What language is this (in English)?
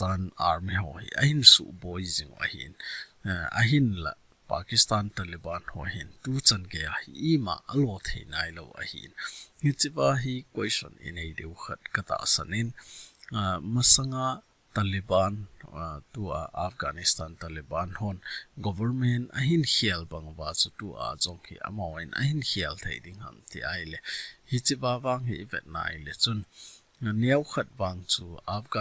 Thado Chin